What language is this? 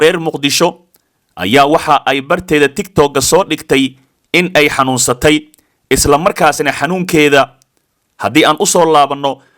Somali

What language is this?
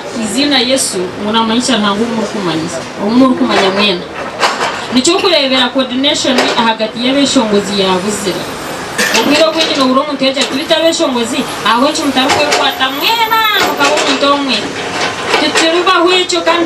Nyankole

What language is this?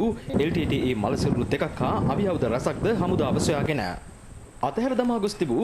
Sinhala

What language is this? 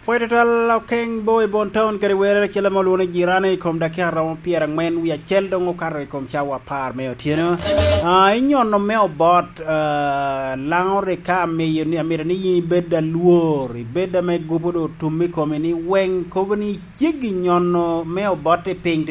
Lango (Uganda)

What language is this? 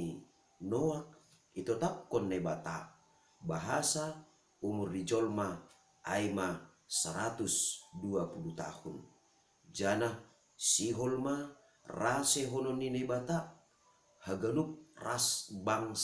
Batak Simalungun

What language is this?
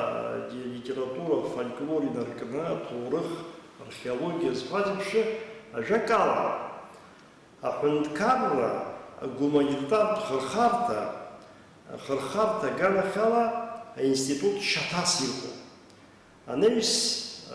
Abkhazian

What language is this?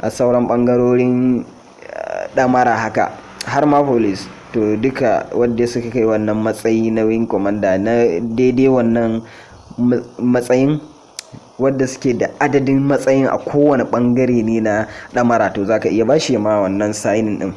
Hausa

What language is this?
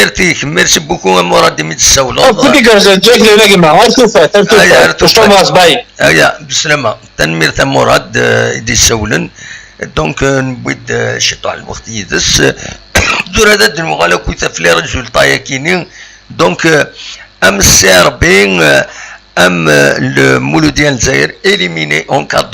Kabyle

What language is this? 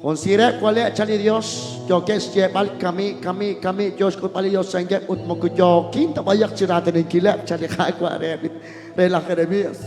Kekchí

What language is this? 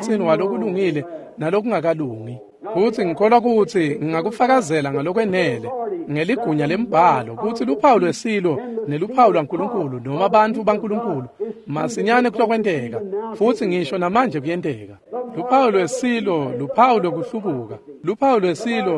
Swati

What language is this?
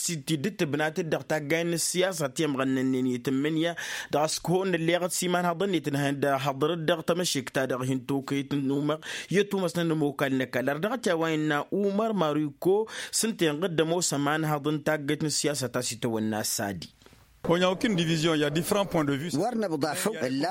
Tamasheq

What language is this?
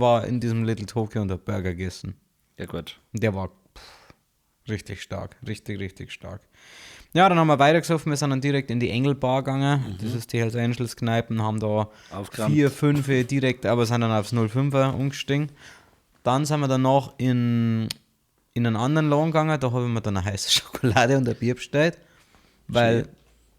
Bavarian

